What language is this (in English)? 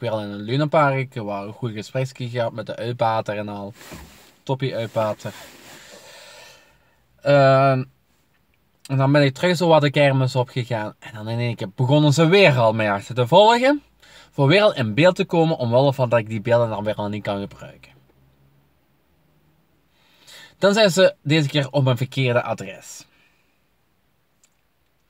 Dutch